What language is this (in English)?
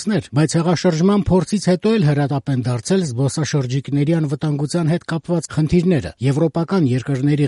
Armenian